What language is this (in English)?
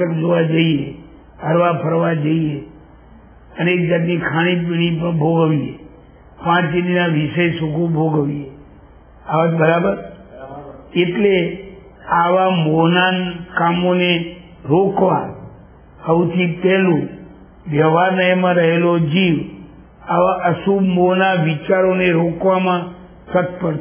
Gujarati